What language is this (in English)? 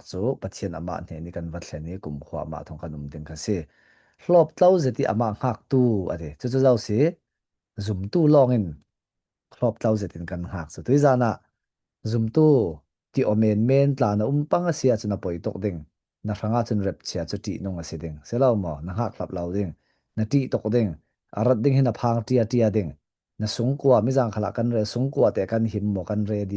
Falam Chin